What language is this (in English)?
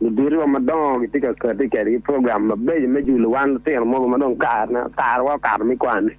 Acoli